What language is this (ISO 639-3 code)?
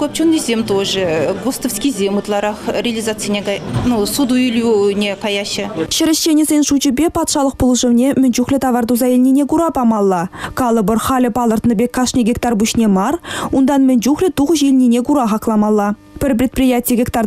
chv